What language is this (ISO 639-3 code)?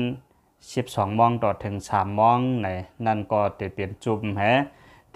lao